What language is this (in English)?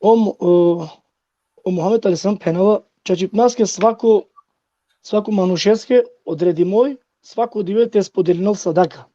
Balkan Romani